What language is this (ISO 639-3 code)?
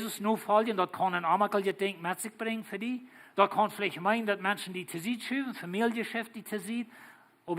pdt